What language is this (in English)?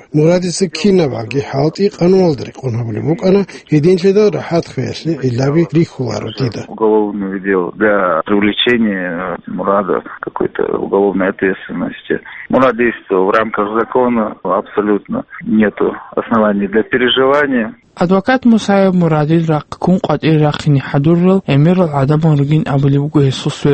Avaric